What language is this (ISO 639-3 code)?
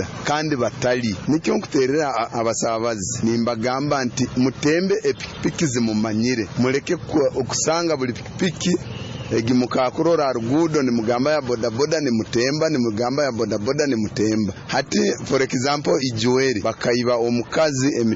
nyo